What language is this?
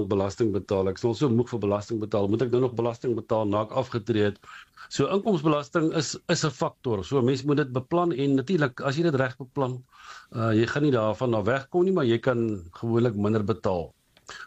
Afrikaans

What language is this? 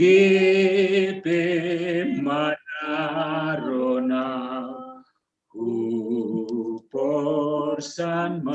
Batak Simalungun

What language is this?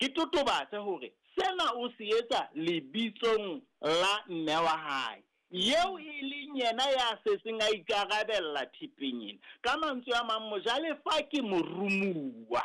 Southern Sotho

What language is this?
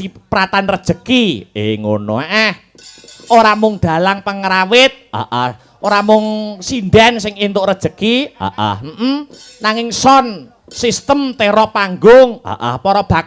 Javanese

